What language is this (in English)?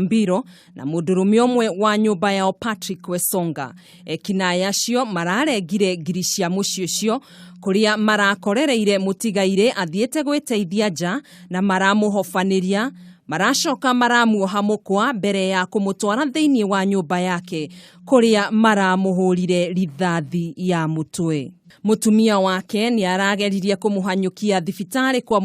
Kikuyu